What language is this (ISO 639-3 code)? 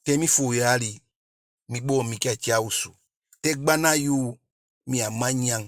djk